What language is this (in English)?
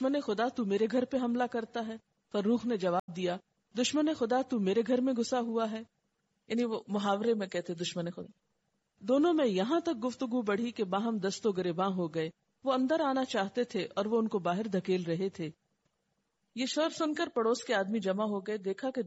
Urdu